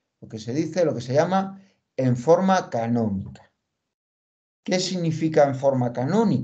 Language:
Spanish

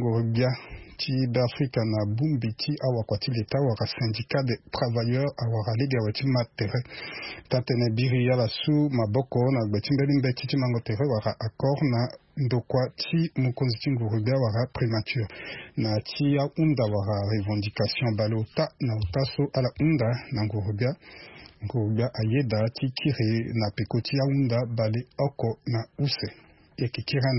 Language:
Sango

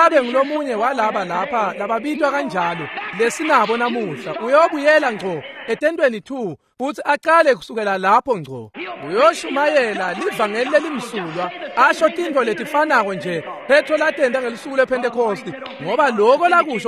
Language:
Swati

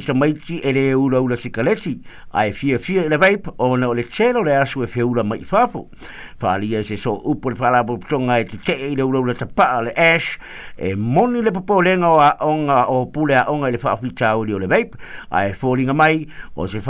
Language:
Samoan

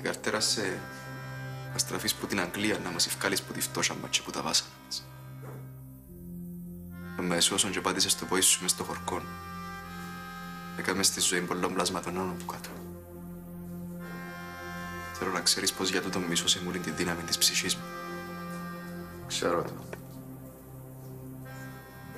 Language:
Greek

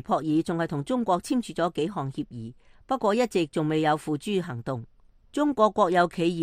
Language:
Cantonese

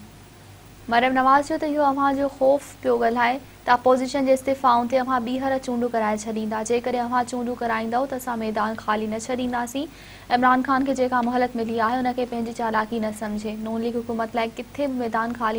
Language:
Sindhi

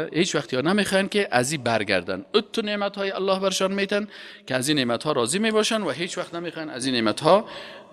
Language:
Persian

